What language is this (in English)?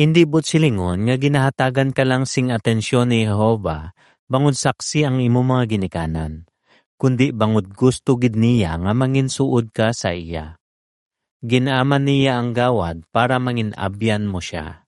Hiligaynon